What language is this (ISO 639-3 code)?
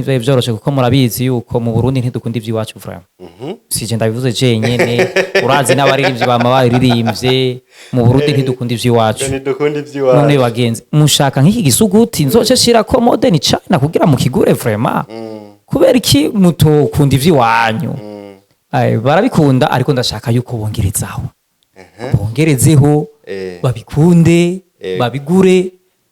run